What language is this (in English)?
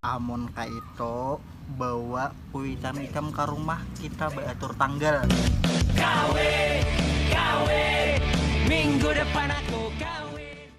Banjar